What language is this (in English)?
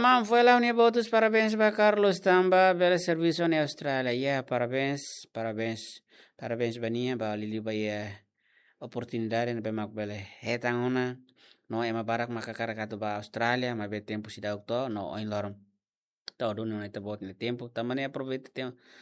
Tetum